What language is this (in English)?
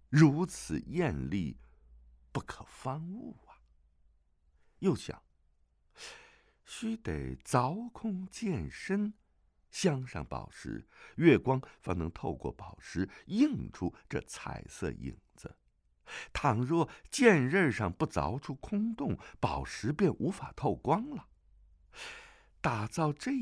Chinese